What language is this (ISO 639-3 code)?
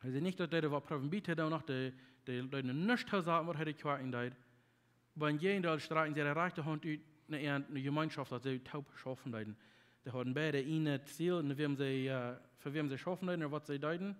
pdt